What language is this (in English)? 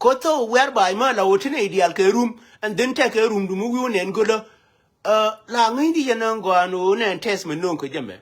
Nuer